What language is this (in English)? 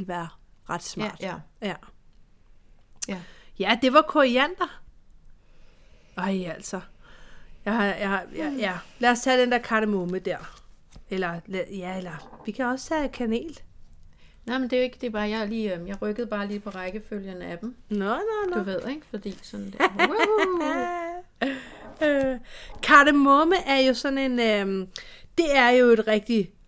Danish